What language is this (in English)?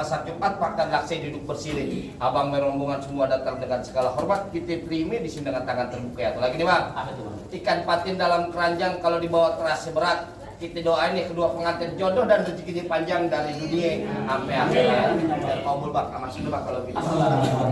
Betawi